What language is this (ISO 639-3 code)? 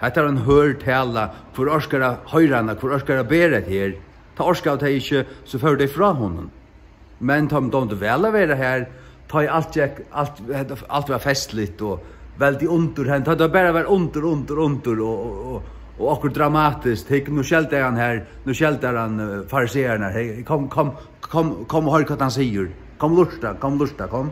fao